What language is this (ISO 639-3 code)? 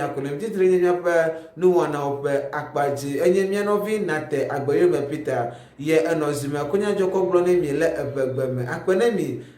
ewe